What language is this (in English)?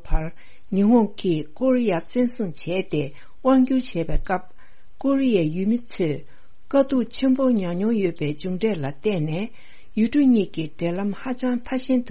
Tibetan